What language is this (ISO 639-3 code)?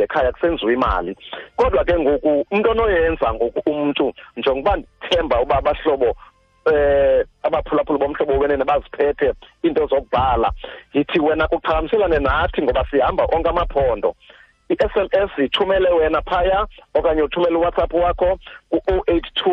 xho